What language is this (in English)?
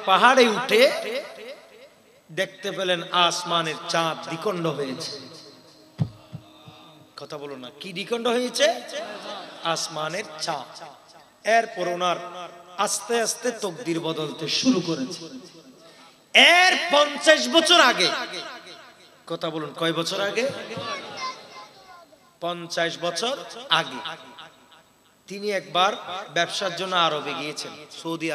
Bangla